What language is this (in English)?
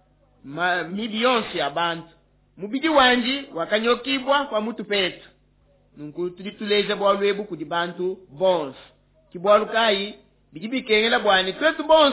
Luba-Lulua